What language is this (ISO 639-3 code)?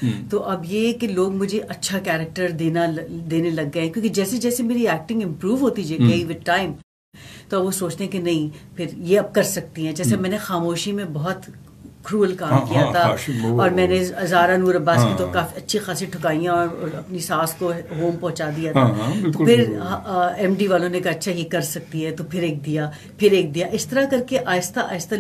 urd